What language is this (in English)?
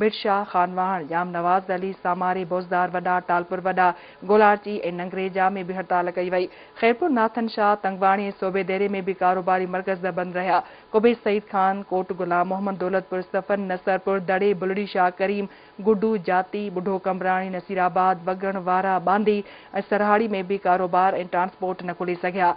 Sindhi